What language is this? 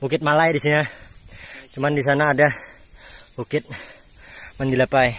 Banjar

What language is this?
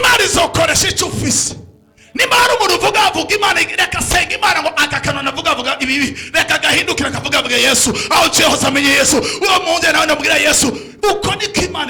Rundi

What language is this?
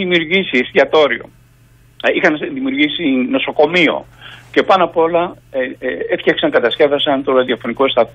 Greek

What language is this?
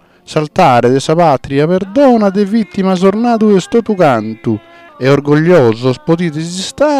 Sardinian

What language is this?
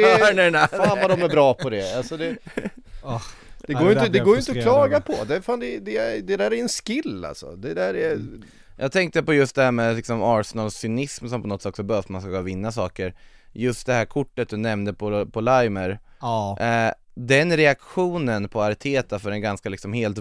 Swedish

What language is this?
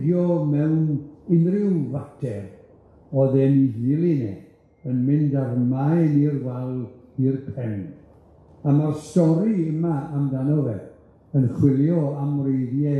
Welsh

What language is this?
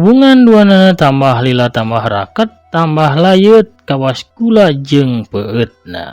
Sundanese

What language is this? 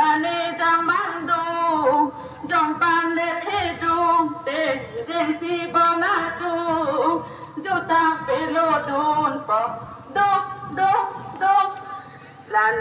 Karbi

